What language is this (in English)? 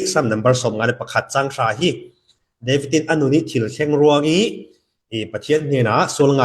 Falam Chin